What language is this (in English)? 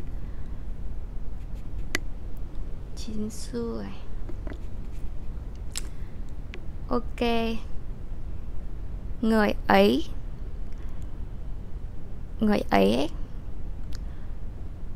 Vietnamese